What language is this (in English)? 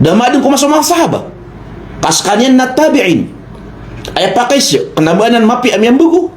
Maranao